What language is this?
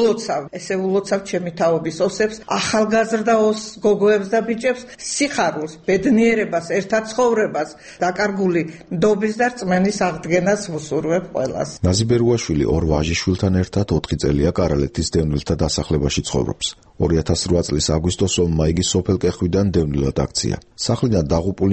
Georgian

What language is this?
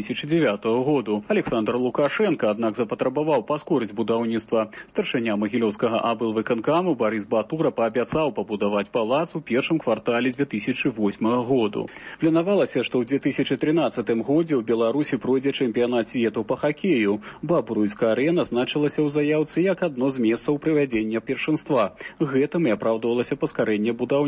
Belarusian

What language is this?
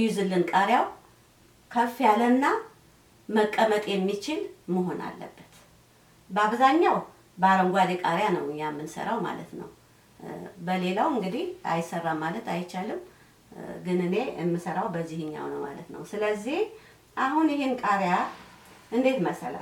Amharic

